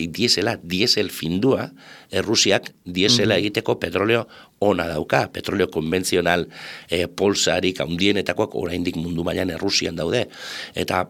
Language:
Basque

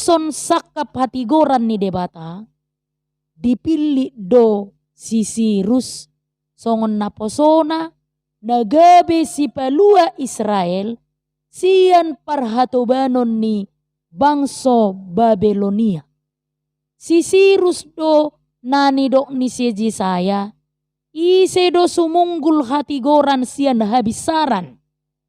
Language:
Batak Toba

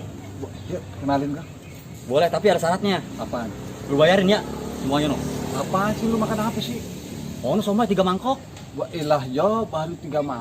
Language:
Betawi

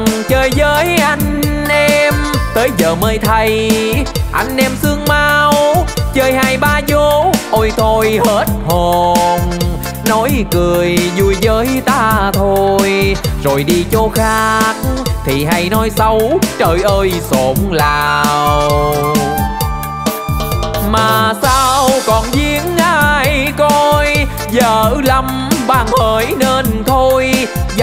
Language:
Vietnamese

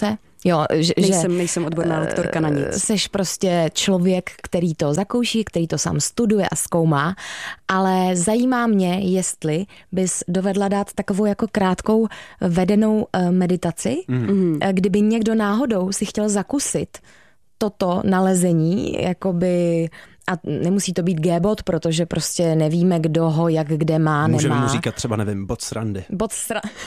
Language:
Czech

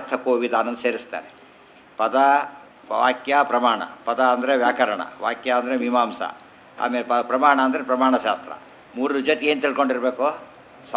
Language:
Kannada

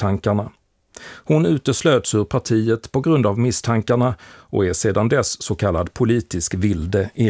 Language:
Swedish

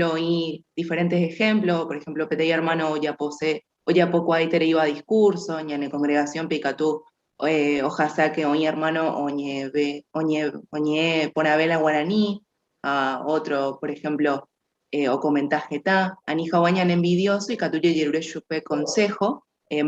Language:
Guarani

